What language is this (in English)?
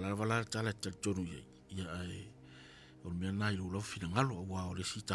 Samoan